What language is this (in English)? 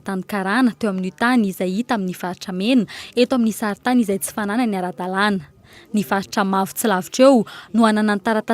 Malagasy